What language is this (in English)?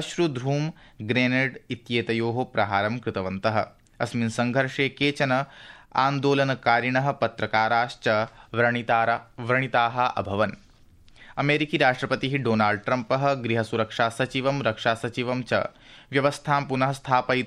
Sanskrit